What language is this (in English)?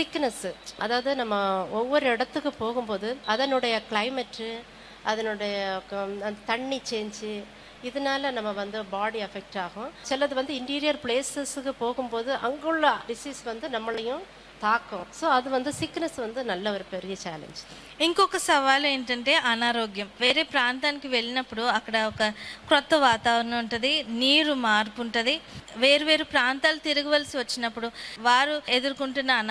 Telugu